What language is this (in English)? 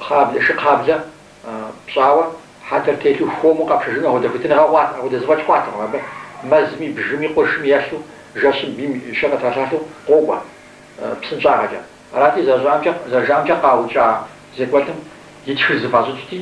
Kabardian